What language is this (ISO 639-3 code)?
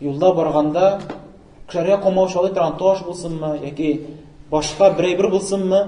tat